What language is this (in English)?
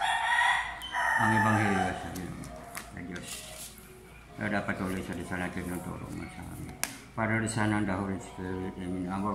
Filipino